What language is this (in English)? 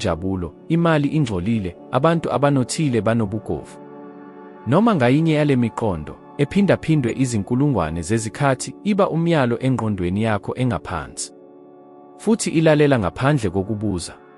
Zulu